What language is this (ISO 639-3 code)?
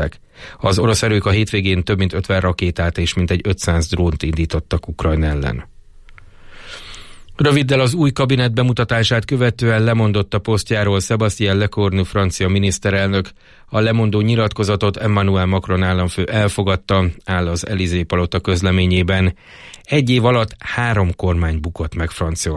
hun